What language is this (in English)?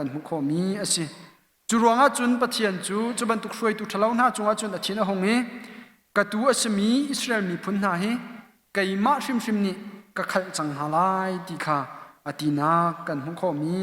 Hakha Chin